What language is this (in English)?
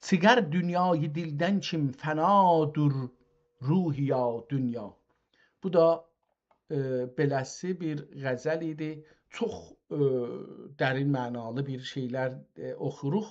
South Azerbaijani